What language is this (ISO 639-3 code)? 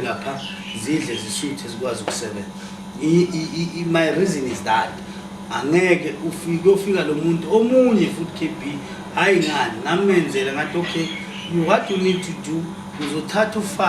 zul